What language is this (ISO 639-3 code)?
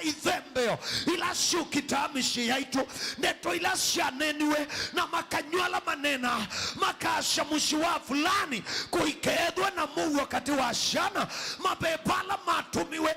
kam